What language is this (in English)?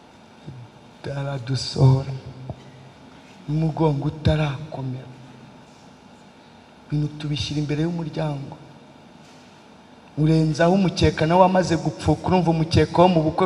Kinyarwanda